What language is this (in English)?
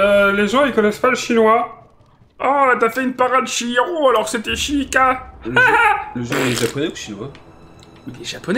French